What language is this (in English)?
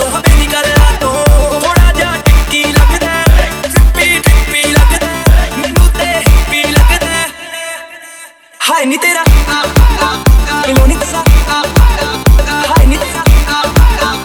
Punjabi